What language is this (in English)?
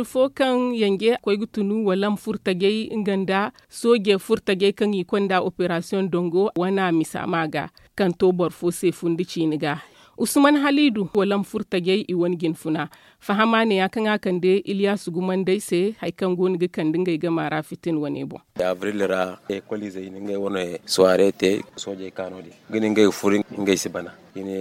Zarma